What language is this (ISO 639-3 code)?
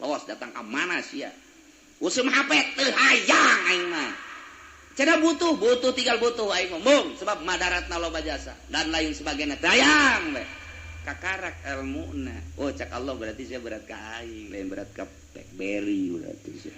sun